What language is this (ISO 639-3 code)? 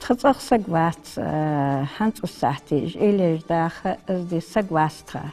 inh